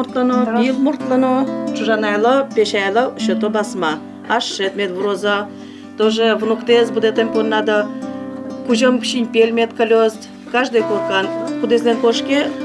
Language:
Udmurt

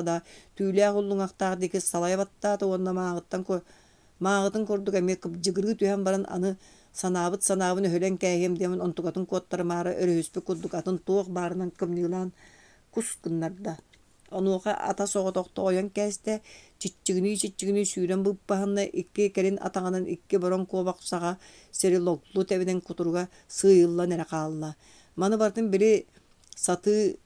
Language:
Yakut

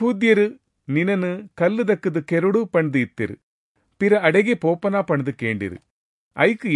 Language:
Tulu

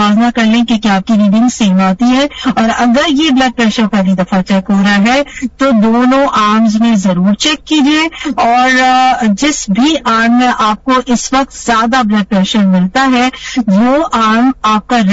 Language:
Urdu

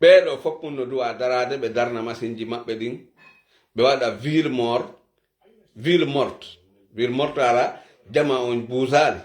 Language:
Fula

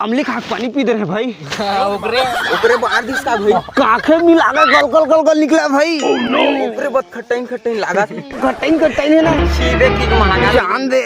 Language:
Chhattisgarhi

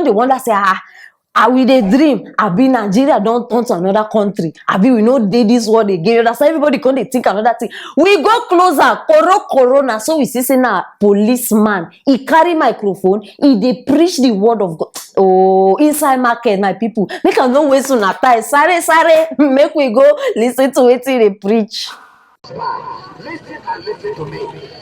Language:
Nigerian Pidgin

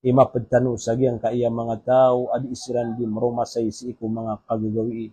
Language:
Maranao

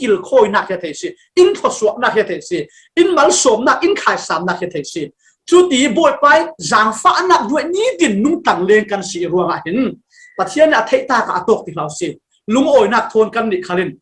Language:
Falam Chin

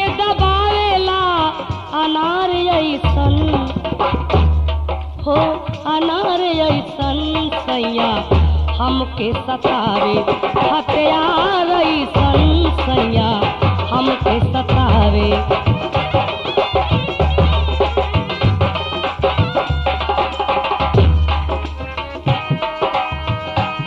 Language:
Bhojpuri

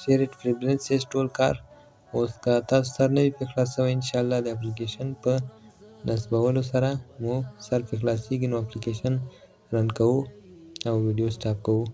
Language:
Pashto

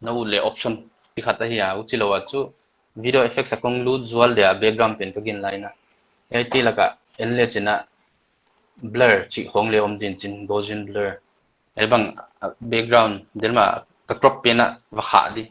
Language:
Paite Chin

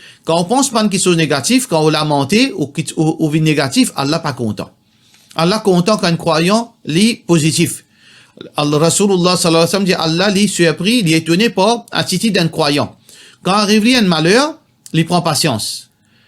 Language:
Morisyen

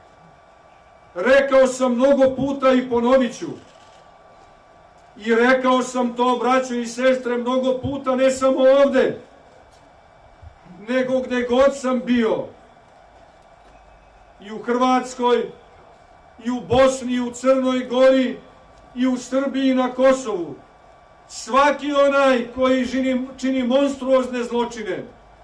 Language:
Serbian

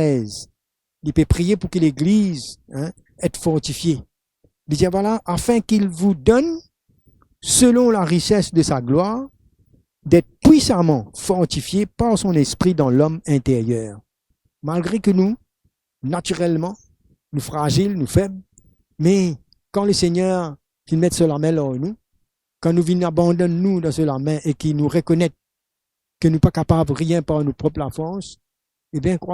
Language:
Morisyen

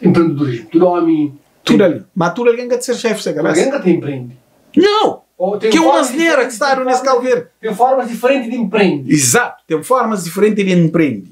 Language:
Kabuverdianu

